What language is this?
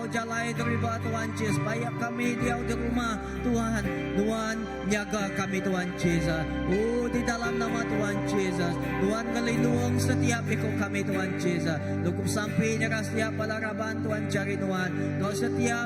Iban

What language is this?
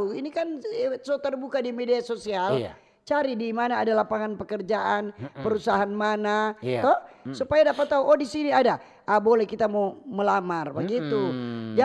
Manado Malay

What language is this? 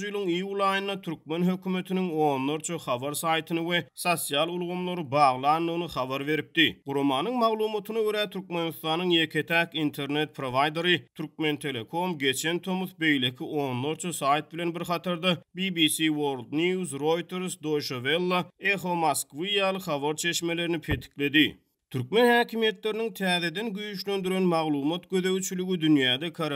Turkmen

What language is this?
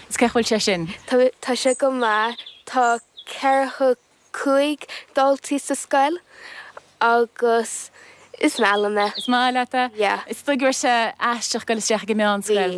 Irish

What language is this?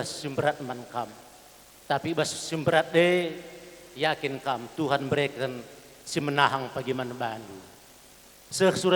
Batak Karo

